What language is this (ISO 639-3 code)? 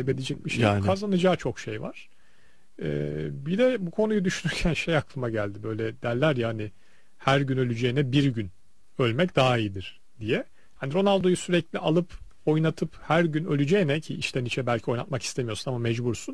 tur